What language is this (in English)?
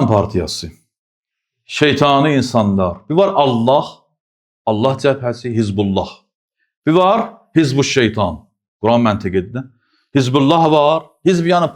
Azerbaijani